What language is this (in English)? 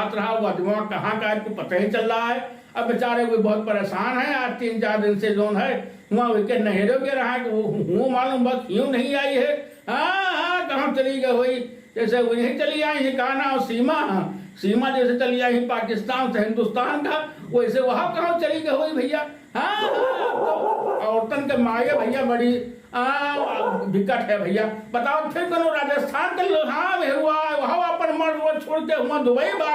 Awadhi